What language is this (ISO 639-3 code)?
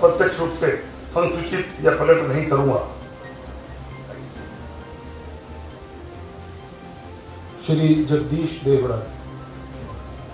hin